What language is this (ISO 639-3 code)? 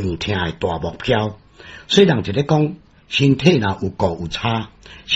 nan